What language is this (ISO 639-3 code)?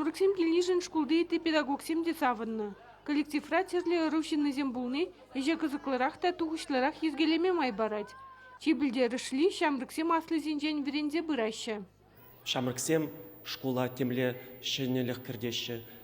chv